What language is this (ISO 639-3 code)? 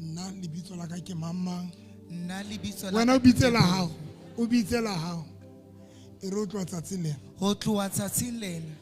sot